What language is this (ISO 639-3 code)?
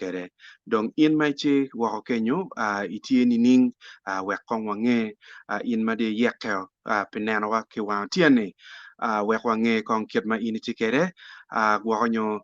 ach